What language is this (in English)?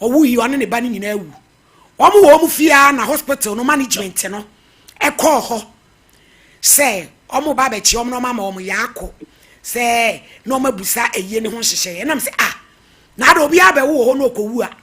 Akan